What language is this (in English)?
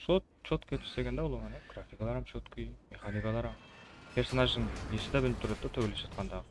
Kara-Kalpak